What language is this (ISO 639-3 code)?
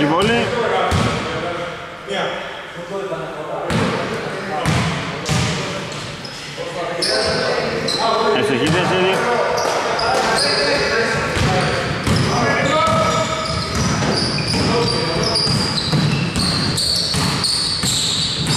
ell